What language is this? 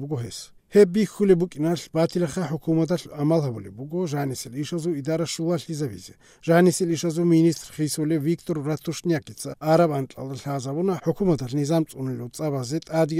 Avaric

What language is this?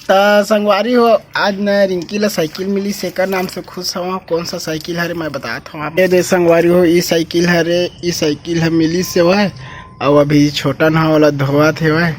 Chhattisgarhi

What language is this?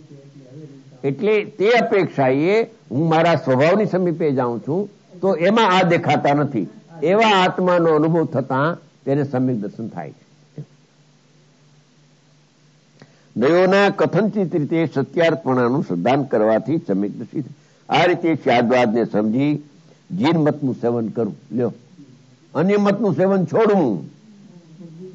Gujarati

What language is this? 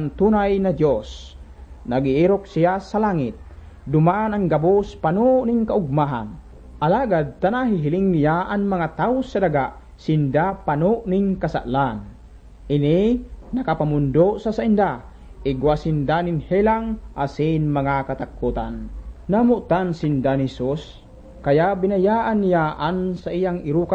Bikol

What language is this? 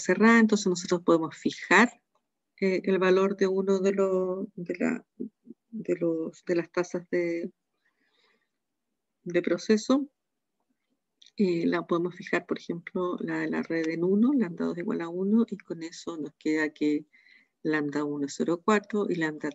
Spanish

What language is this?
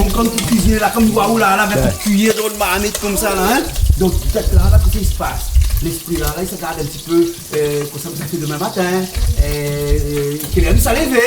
Réunion Creole French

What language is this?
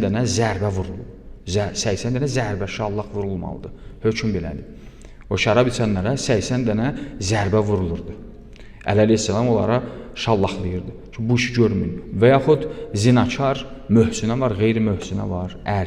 Azerbaijani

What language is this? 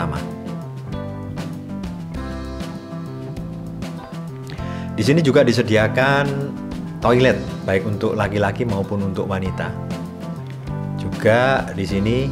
Indonesian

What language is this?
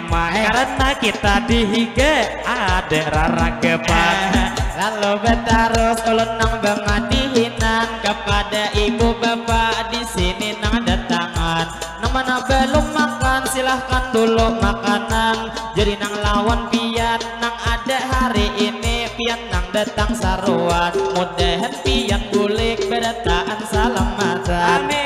Banjar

